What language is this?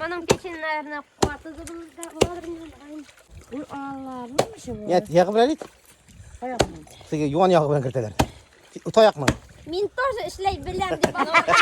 Bashkir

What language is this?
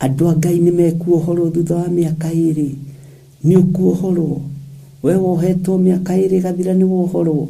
Kikuyu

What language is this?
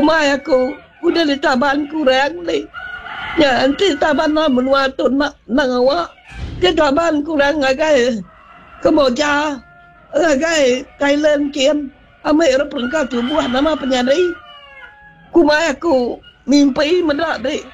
Iban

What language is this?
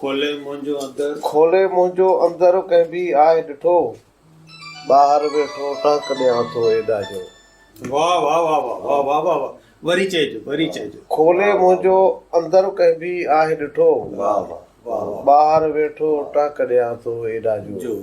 Sindhi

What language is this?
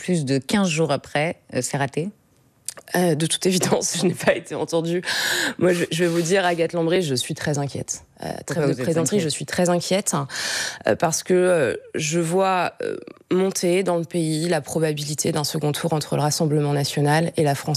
French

